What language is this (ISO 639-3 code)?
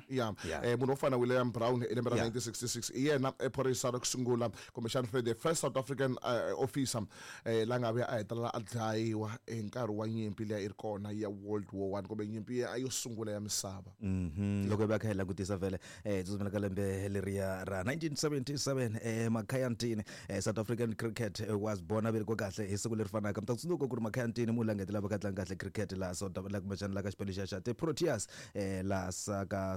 tso